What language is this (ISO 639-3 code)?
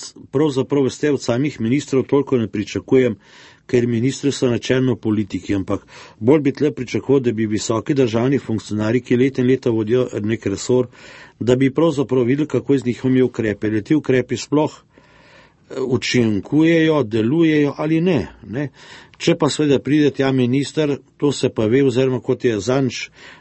slv